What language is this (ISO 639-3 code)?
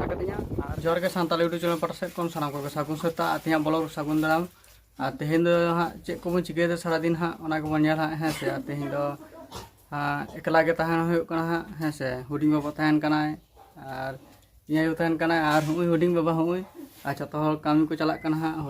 sat